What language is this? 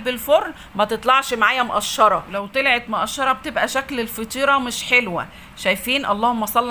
Egyptian Arabic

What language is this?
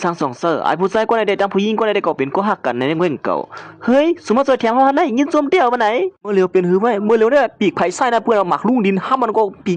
Shan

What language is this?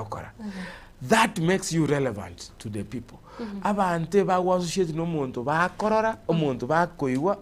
Gusii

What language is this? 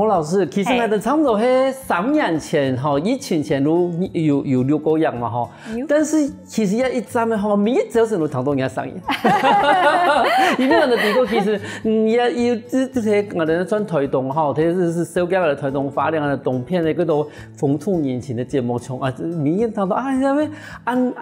Hakka Chinese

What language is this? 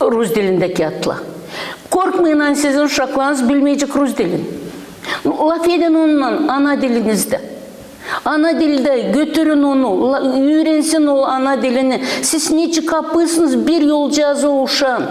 Gagauz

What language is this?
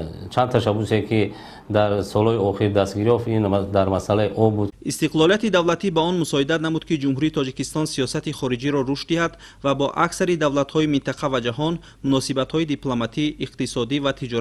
Tajik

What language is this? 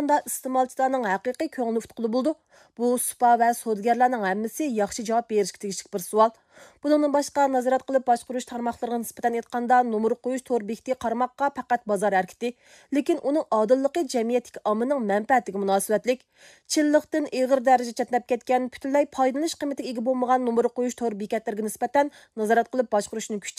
Uyghur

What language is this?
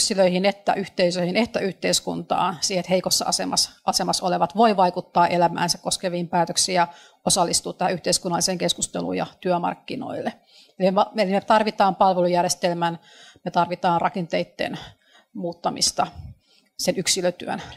Finnish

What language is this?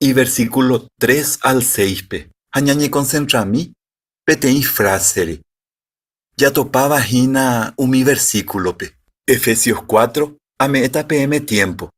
Guarani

